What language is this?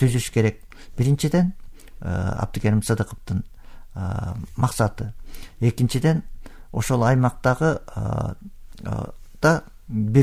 Kyrgyz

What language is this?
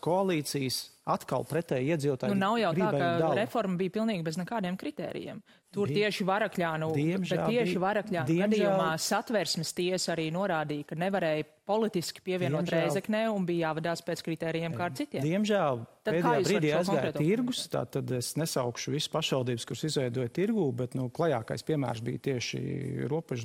Latvian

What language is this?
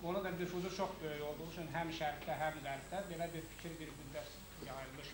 Azerbaijani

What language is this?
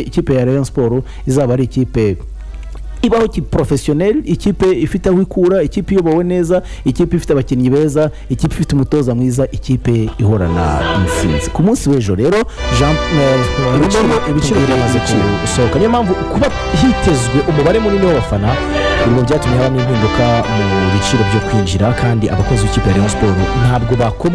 Kinyarwanda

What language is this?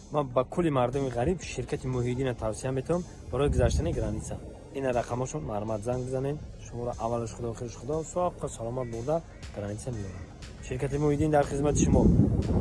Tajik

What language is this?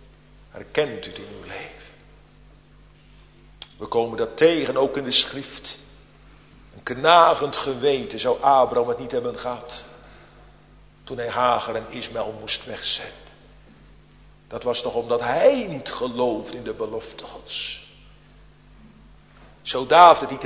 Dutch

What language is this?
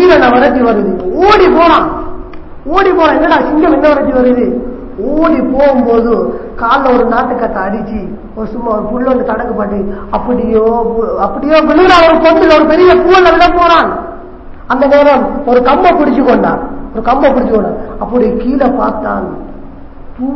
Tamil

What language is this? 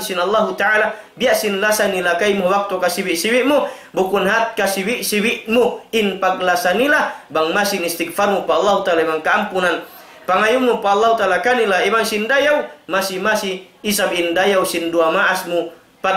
Tausug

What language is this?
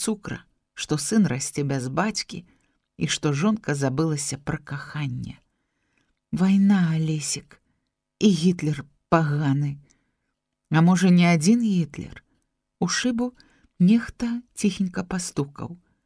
Belarusian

